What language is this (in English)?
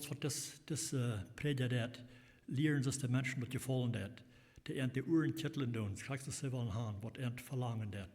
Plautdietsch